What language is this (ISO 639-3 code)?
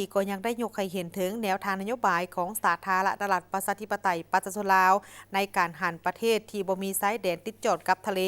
lao